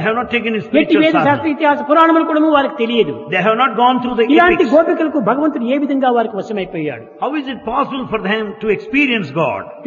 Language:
Telugu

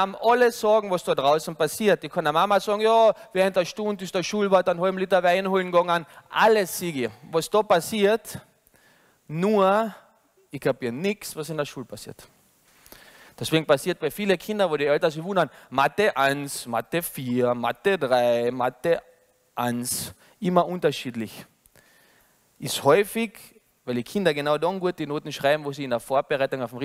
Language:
German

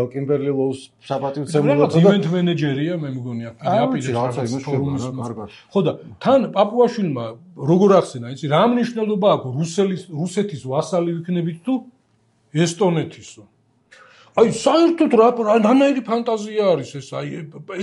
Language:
Georgian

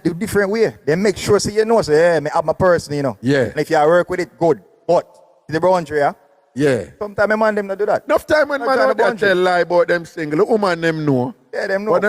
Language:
Jamaican Creole English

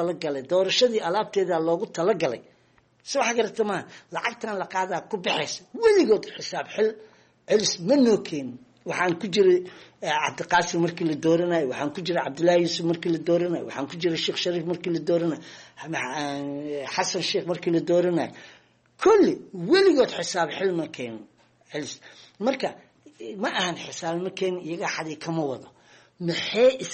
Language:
Somali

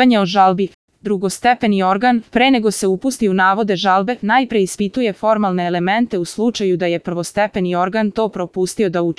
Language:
Serbian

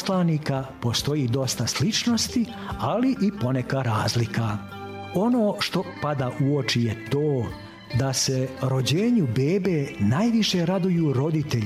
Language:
Serbian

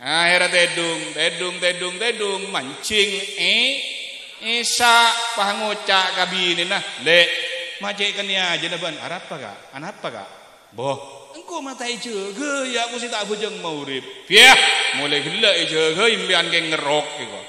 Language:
Madurese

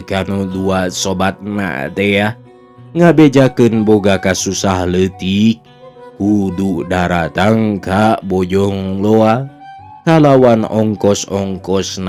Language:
Sundanese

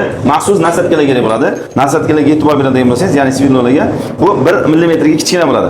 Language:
Uzbek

